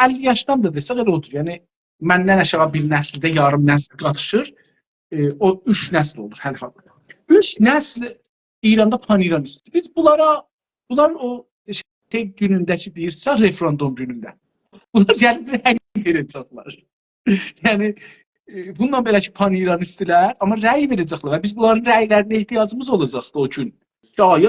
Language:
South Azerbaijani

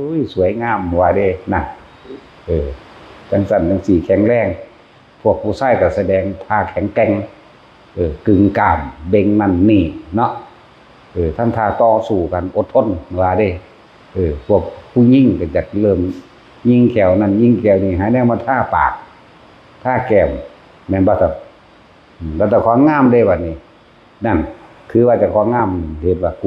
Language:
Northeastern Thai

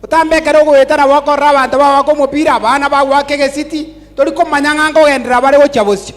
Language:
Gusii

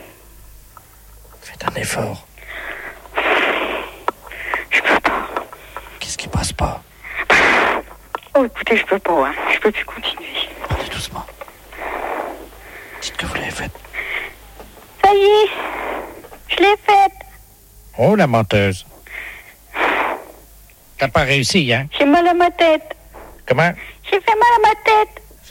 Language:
French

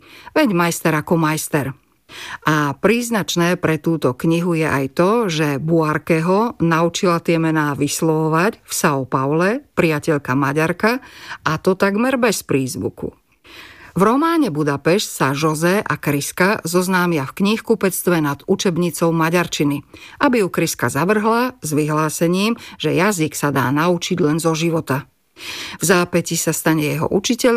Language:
Slovak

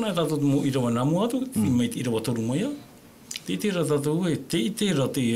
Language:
Tahitian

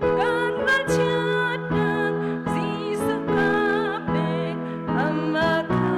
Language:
Hakha Chin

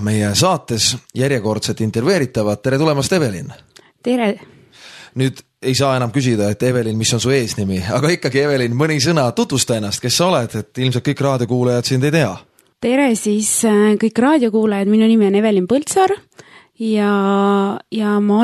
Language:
Estonian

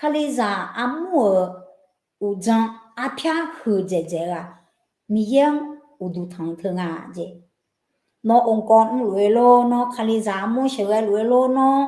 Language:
Akha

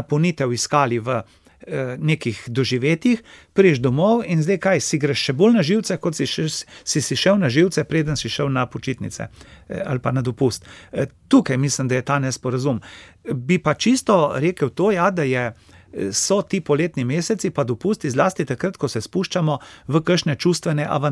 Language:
Slovenian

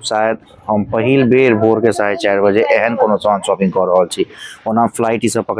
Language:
Maithili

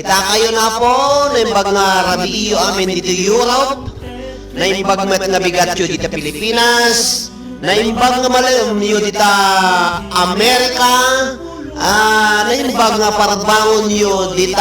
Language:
Iloko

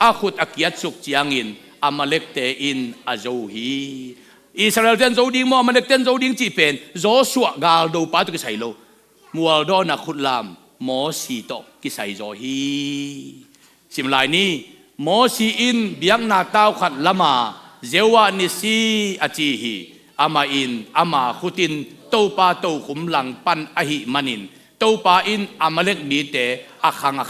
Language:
Tedim Chin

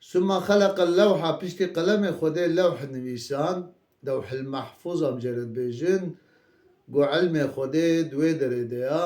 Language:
Kurdish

